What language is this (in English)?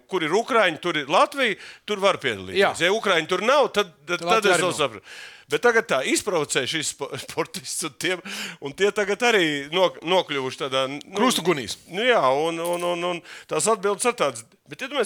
Latvian